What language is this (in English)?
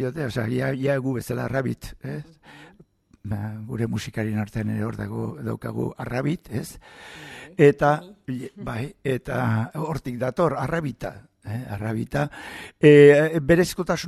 Basque